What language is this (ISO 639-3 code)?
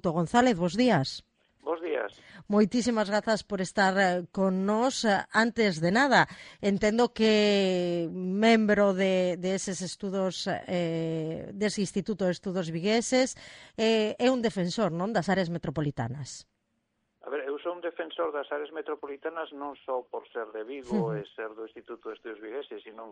glg